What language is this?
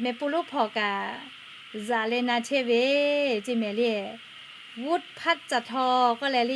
Lahu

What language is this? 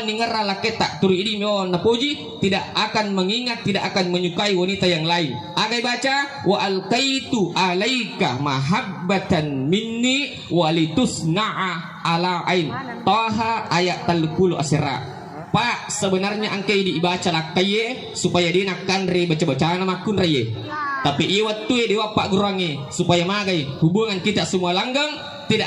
Buginese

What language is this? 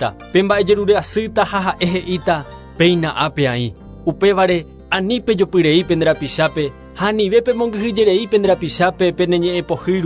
Guarani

